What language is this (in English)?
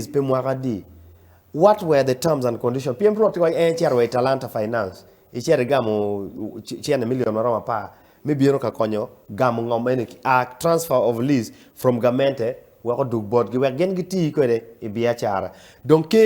Acoli